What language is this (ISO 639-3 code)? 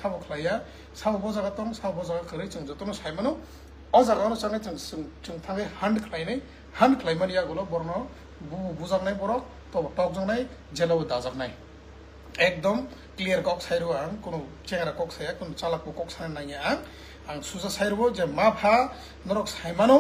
trp